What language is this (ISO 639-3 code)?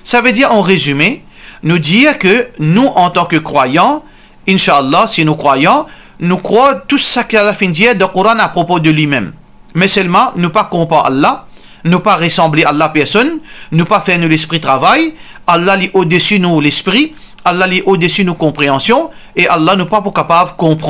mfe